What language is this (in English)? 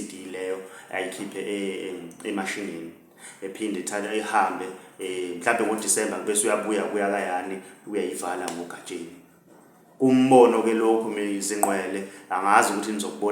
Zulu